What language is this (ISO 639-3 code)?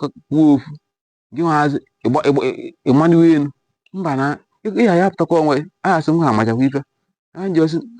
ibo